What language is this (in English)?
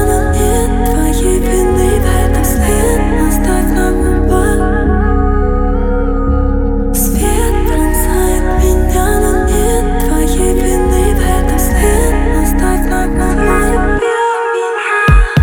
Russian